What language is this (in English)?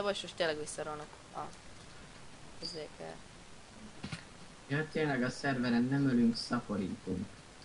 Hungarian